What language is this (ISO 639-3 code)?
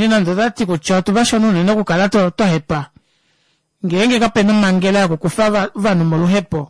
kua